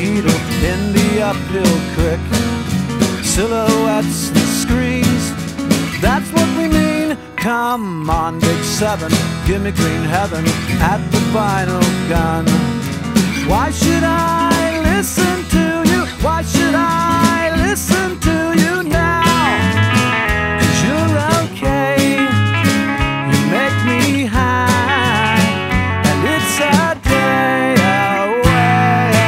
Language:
English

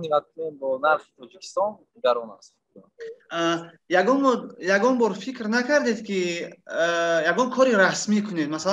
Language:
Tajik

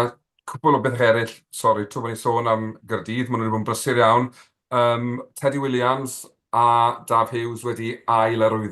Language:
Welsh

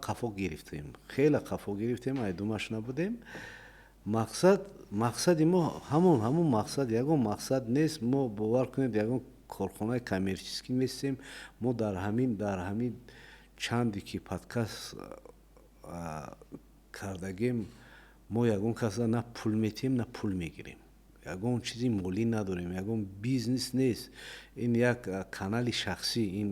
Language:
Tajik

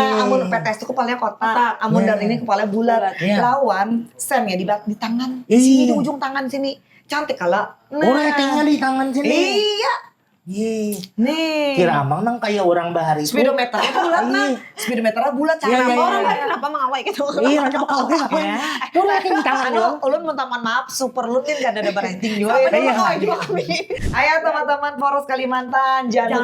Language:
Banjar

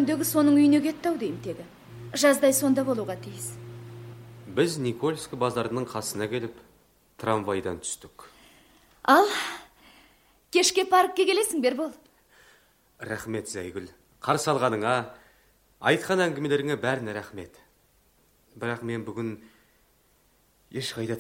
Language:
Kazakh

